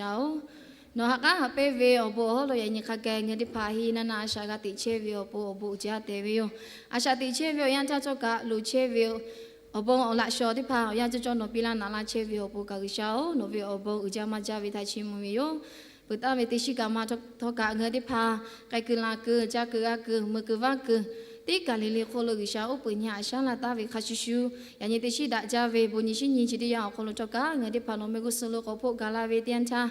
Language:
Lahu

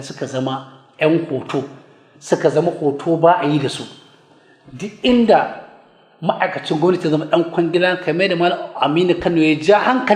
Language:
Hausa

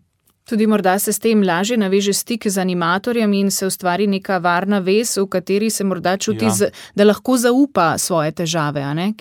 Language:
Slovenian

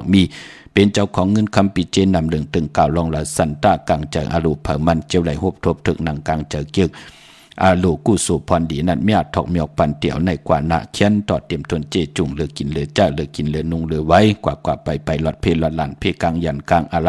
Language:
Shan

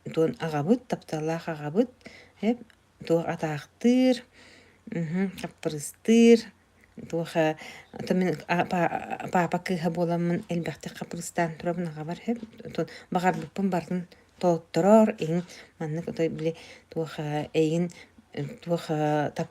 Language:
Yakut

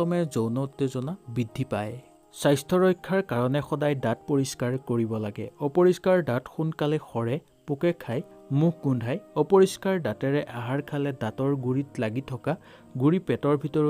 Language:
Assamese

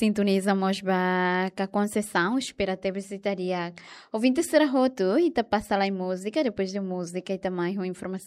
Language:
Tetum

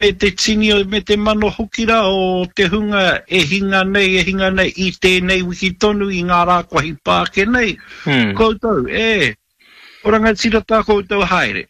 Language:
Māori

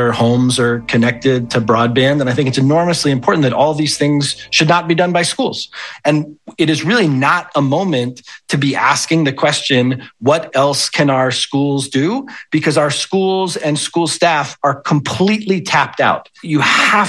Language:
English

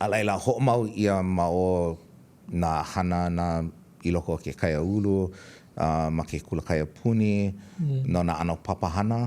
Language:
Hawaiian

